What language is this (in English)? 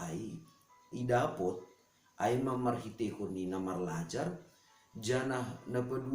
Batak Simalungun